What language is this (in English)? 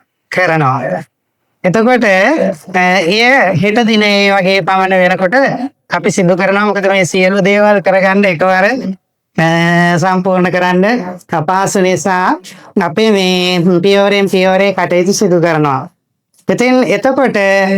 Sinhala